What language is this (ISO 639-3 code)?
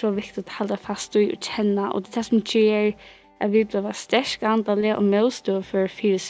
fao